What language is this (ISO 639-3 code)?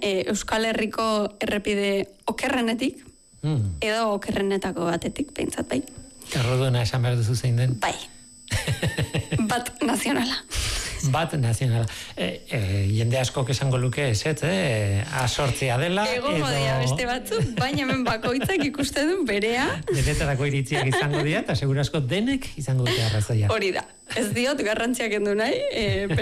eus